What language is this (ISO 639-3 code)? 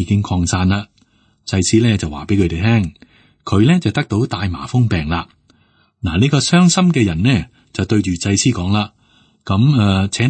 yue